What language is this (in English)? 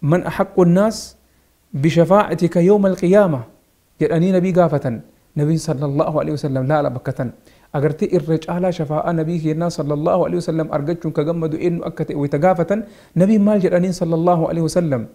Oromo